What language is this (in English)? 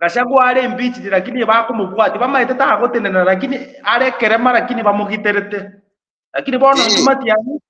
Gusii